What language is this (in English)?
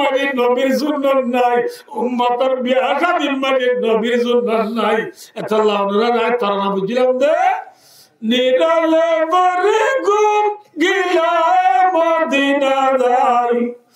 Rohingya